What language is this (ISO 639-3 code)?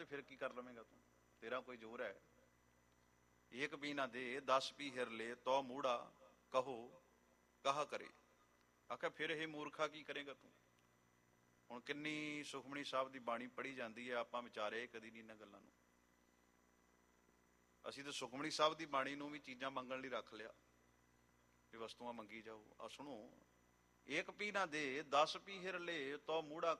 pan